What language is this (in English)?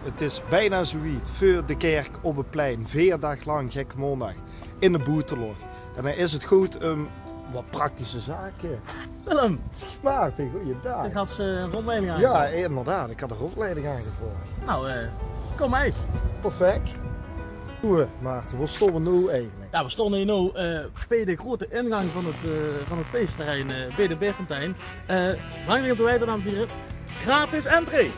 Limburgish